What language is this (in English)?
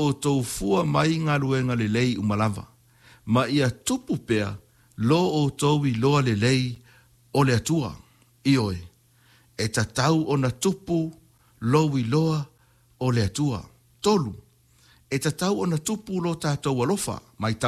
Samoan